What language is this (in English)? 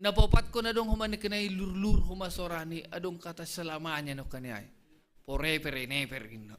Batak Simalungun